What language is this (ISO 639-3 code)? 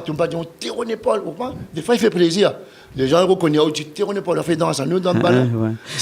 rcf